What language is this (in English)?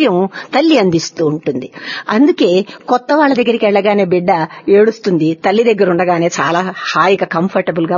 Telugu